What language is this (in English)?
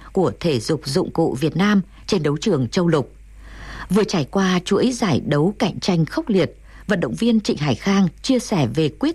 Vietnamese